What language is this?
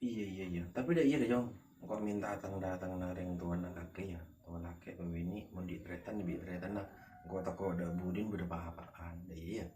Madurese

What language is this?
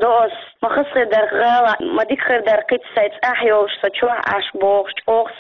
Chechen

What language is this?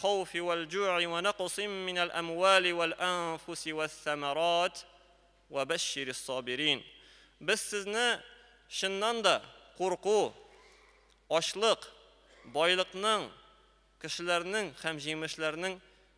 Tatar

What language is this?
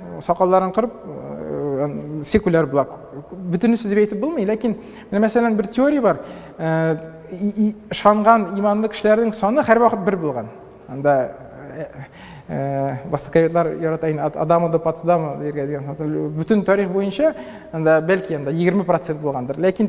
Tatar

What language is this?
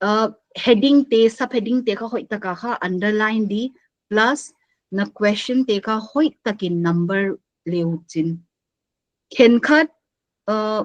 Paite Chin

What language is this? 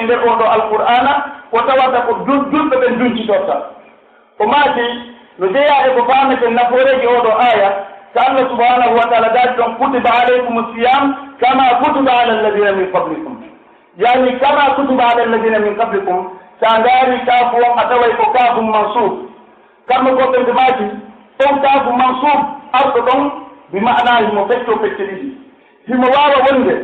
Pular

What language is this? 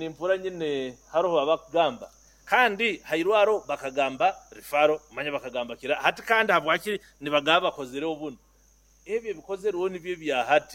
Nyoro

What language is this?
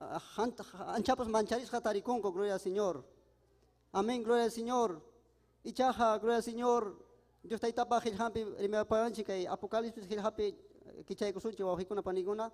Ayacucho Quechua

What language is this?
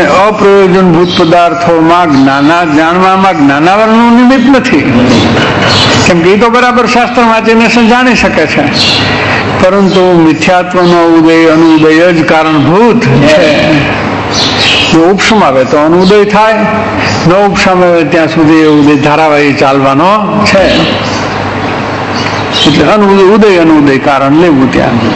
Gujarati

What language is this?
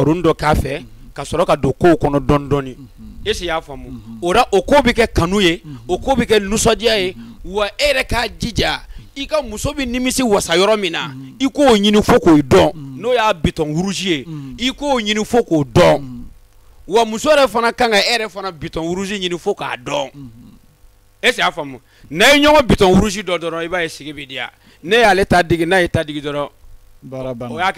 Bambara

